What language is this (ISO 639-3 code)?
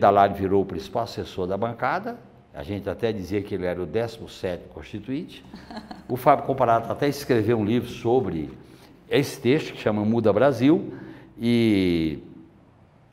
por